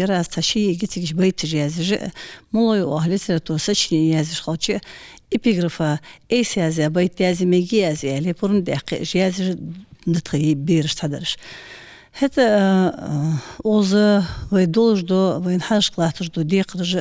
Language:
Ingush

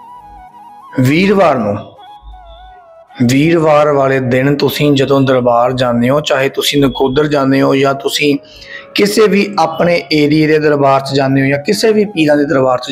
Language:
Punjabi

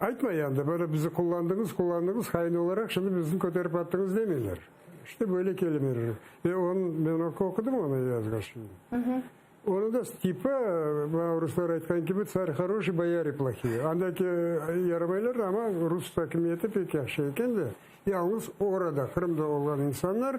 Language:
Crimean Tatar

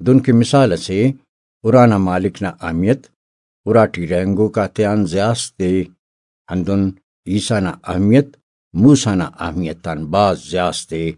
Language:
Brahui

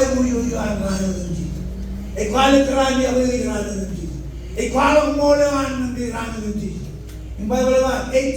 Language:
Marshallese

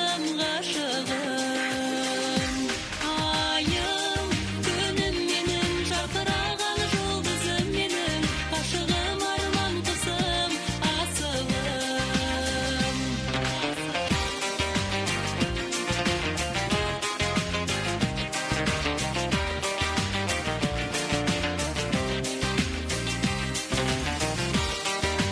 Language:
Kazakh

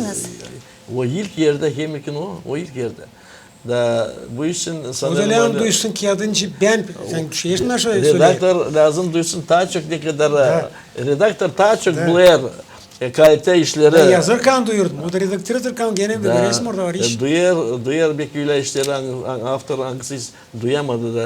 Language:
Gagauz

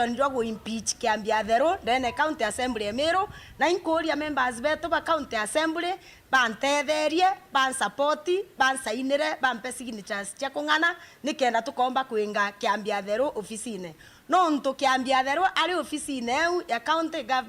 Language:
Meru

